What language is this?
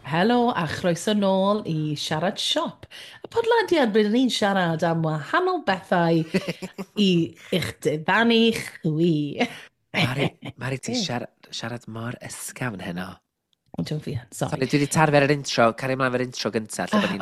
Welsh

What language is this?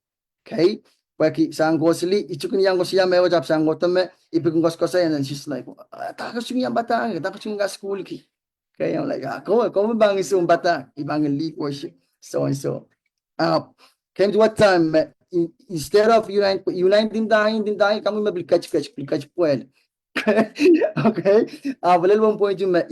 Pohnpeian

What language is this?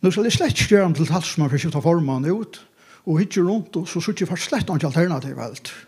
Faroese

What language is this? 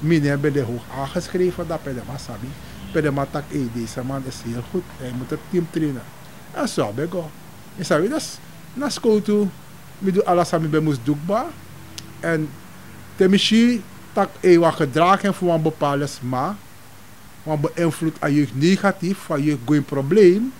Sranan Tongo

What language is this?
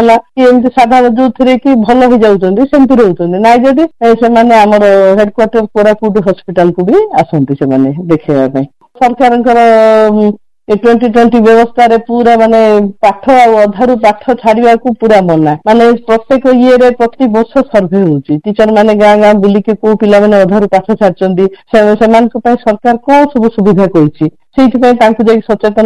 Odia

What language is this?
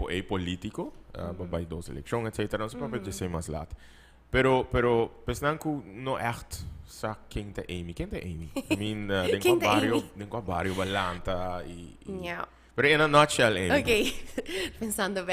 Papiamento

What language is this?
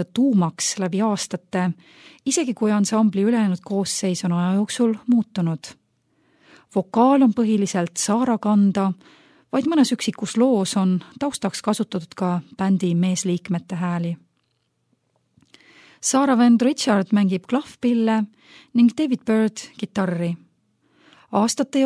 Estonian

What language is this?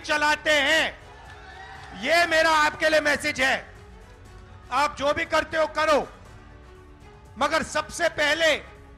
Hindi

